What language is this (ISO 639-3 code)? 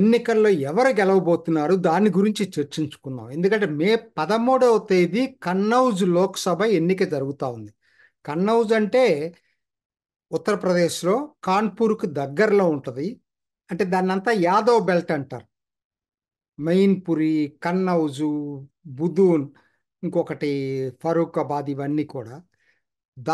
tel